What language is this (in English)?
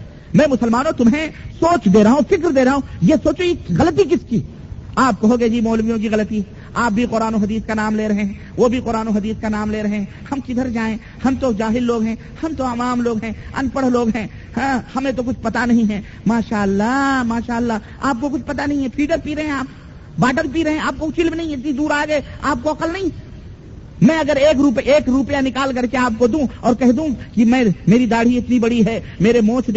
Urdu